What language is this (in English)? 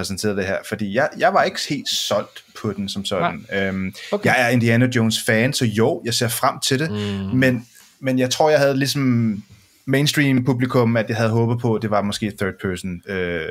Danish